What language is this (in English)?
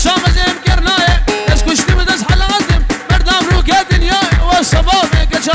Kurdish